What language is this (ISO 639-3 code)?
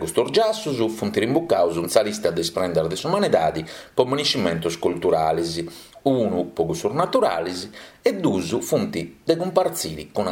srd